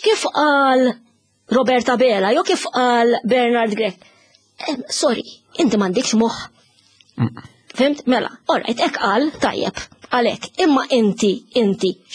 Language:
Maltese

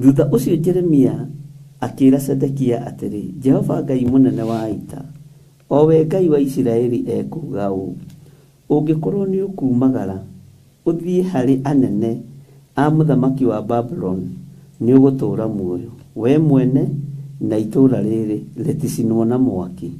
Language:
Kikuyu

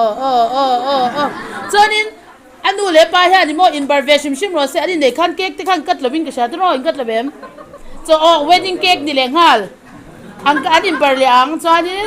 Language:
Mizo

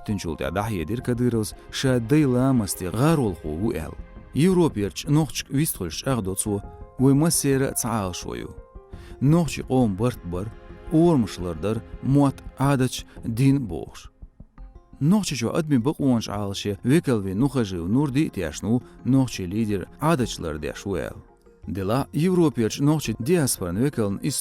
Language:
Chechen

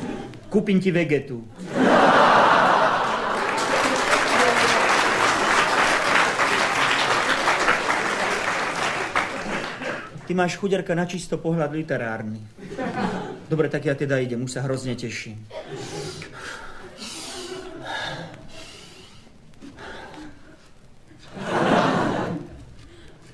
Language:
Slovak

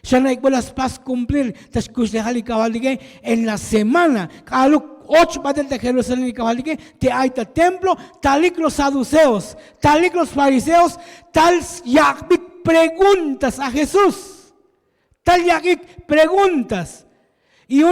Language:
Tzotzil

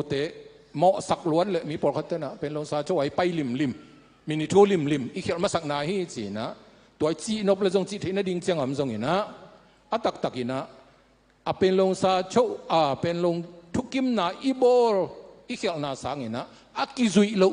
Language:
Tedim Chin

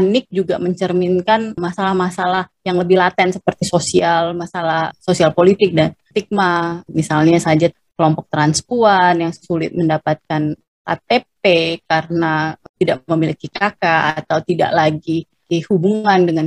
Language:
Indonesian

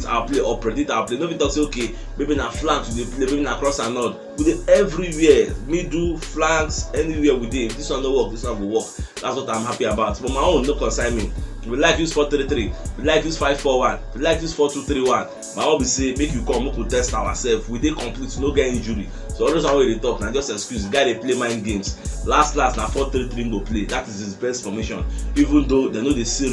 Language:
Nigerian Pidgin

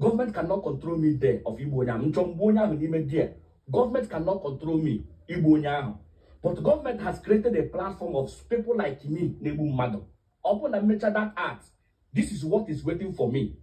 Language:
Igbo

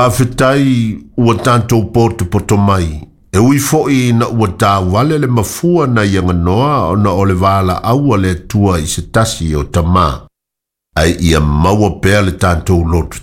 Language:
Samoan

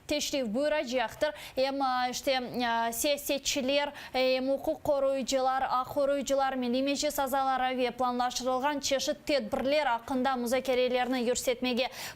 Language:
Crimean Tatar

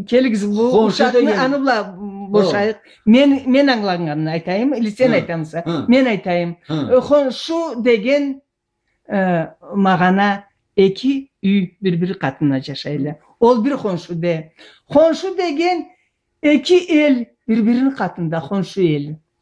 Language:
Karachay-Balkar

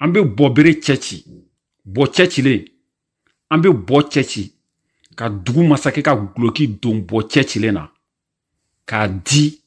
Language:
Bambara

